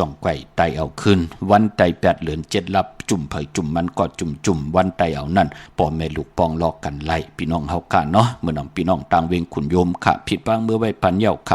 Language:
Shan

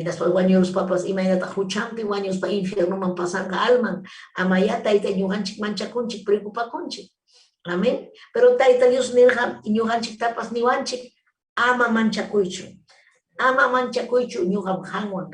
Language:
Ayacucho Quechua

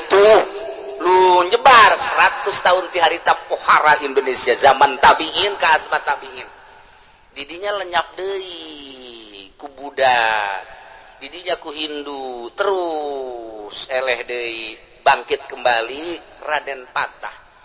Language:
Sundanese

